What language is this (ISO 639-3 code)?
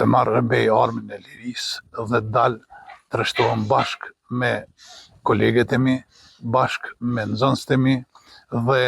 sqi